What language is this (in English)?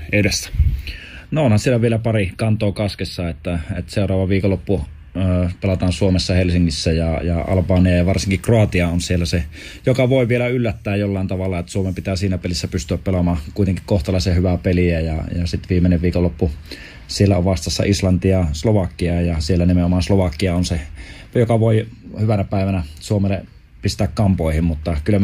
Finnish